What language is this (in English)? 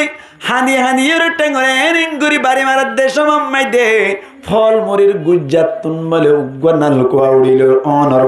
Rohingya